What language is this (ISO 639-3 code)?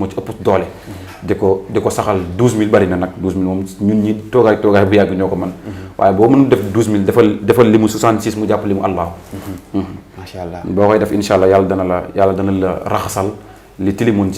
wol